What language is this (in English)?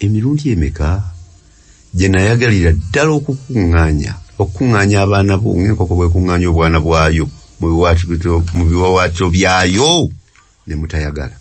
Ganda